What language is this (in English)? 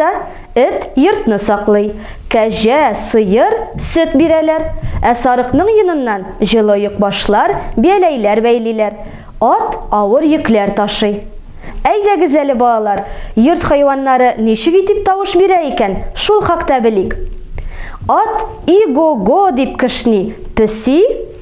Tatar